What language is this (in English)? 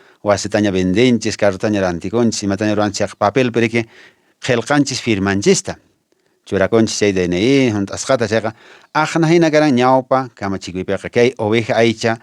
Quechua